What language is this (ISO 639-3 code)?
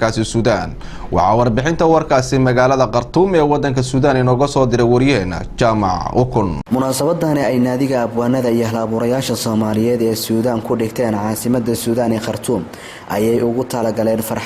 som